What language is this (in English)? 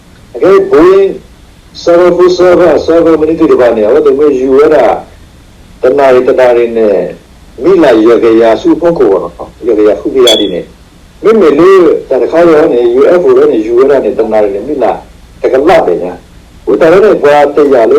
S'gaw Karen